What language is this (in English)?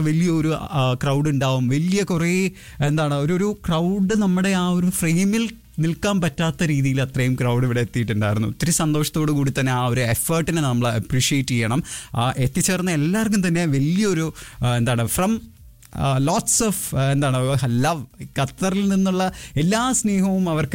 Malayalam